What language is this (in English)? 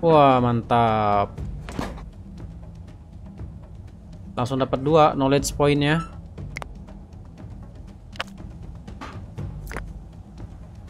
Indonesian